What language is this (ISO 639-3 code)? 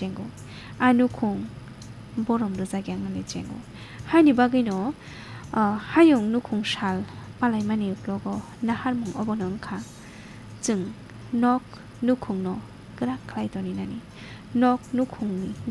trp